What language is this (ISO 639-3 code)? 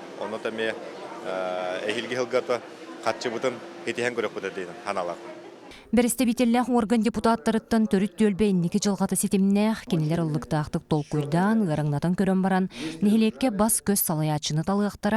sah